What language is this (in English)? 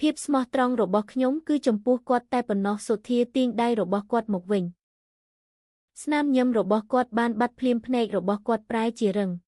Khmer